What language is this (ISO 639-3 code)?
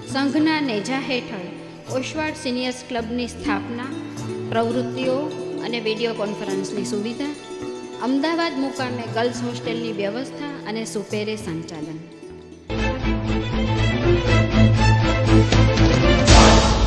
guj